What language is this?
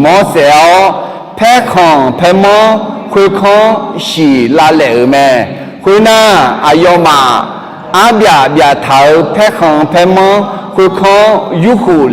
Akha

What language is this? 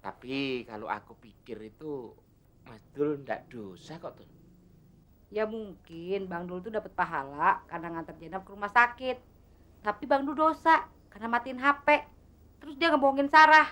Betawi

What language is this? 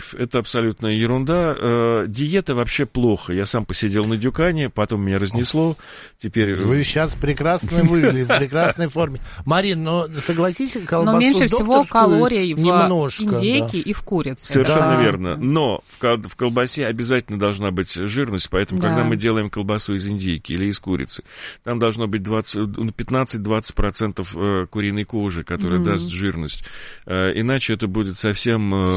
Russian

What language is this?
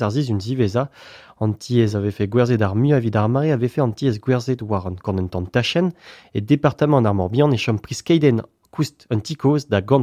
Breton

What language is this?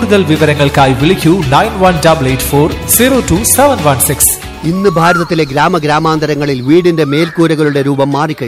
Malayalam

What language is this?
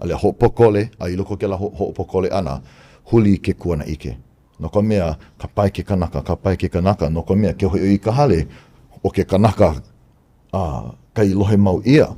Hawaiian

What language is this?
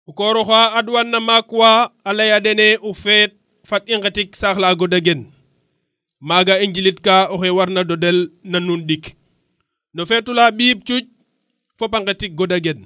Serer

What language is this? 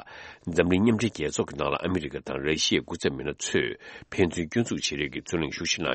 Tibetan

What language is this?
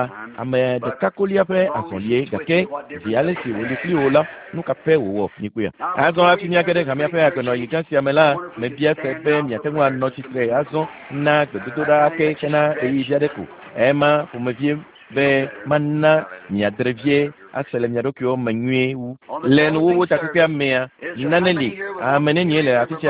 Ewe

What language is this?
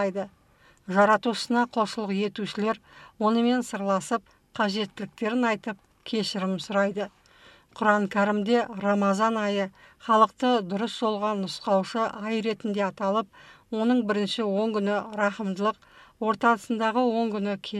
Kazakh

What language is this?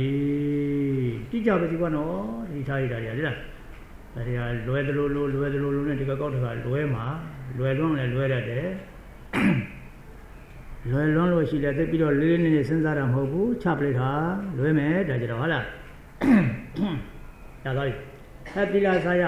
Burmese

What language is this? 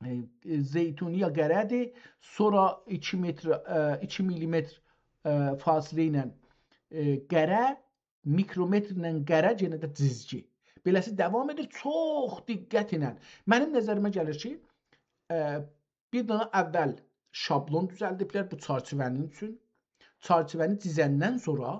South Azerbaijani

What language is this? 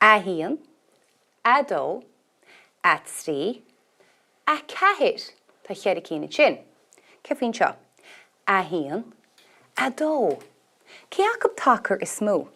Irish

